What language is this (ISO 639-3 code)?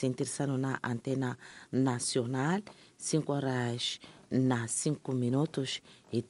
tso